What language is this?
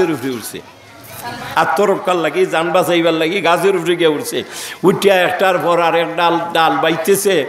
Sylheti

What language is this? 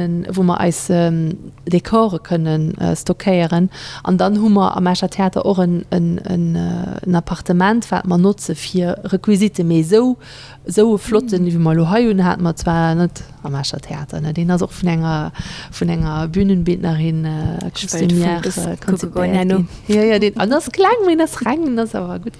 Luxembourgish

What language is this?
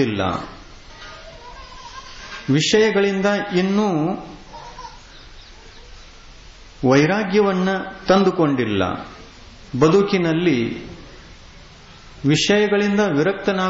Kannada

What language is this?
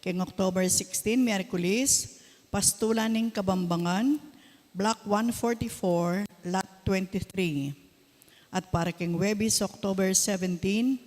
Pampanga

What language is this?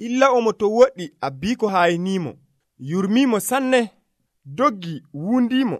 Nigerian Fulfulde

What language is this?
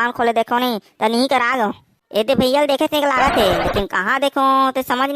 Chhattisgarhi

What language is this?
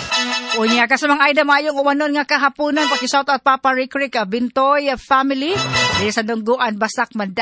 Cebuano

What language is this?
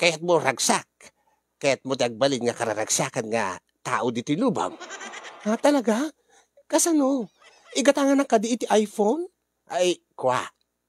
Iloko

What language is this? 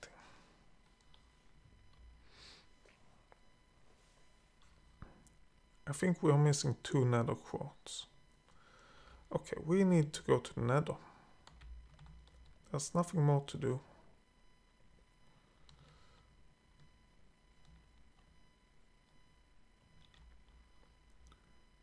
English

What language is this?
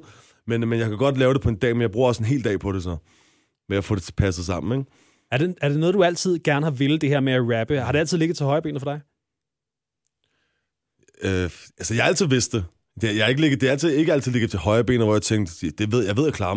Danish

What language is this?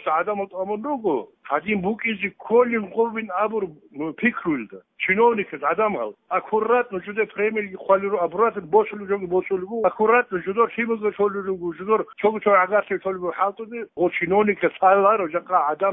Avaric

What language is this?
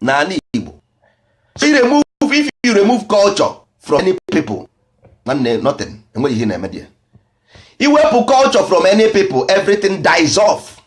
Igbo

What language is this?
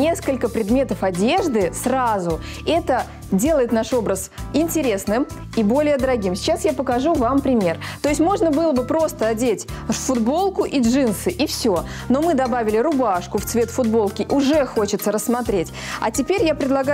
Russian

